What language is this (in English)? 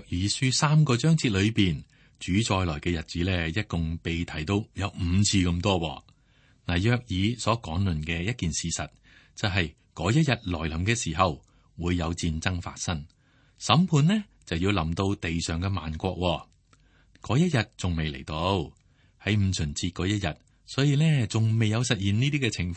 Cantonese